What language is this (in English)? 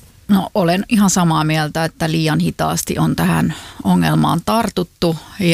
Finnish